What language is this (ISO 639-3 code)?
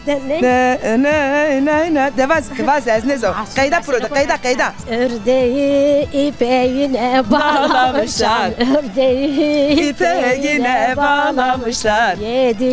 zza